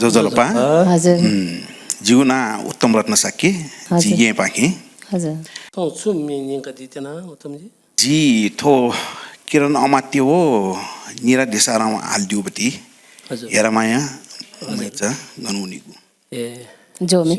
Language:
Newari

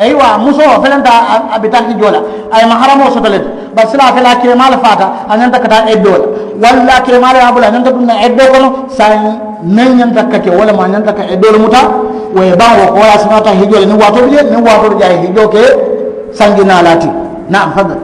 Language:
Mandingo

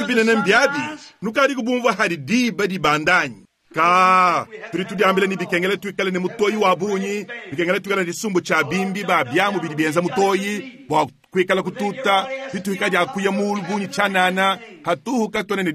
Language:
Luba-Lulua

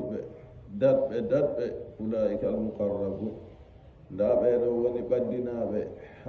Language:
Fula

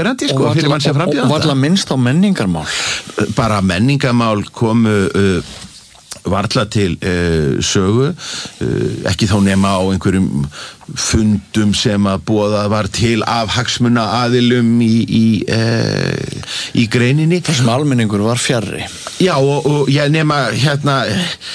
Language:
Icelandic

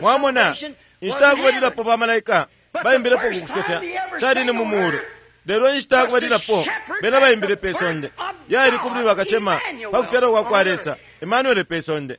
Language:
Bemba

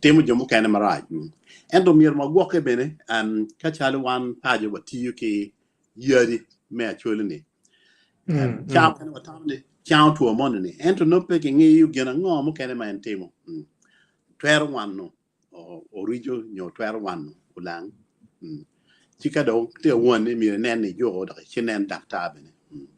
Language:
Acoli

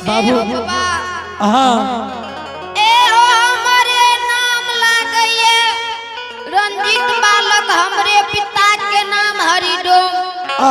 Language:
Angika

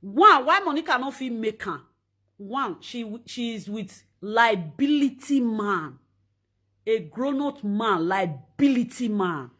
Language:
Nigerian Pidgin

